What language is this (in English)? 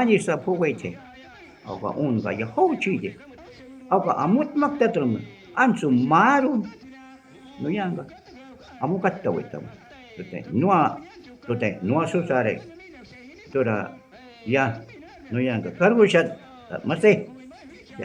Shuar